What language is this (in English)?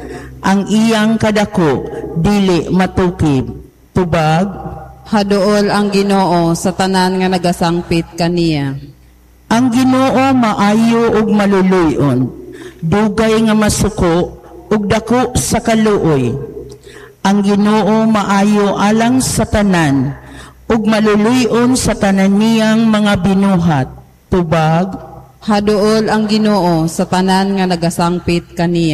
Cebuano